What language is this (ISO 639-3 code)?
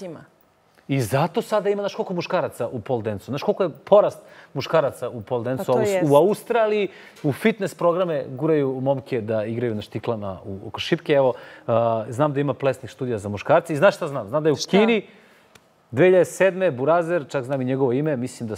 srp